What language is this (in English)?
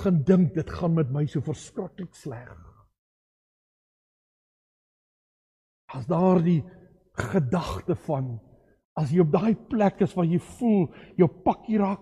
Afrikaans